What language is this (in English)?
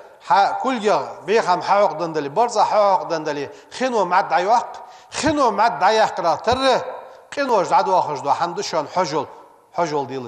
Ingush